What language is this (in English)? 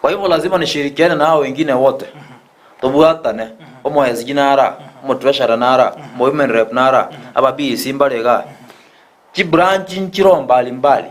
Gusii